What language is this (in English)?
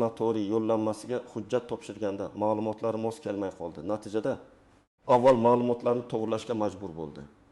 Uzbek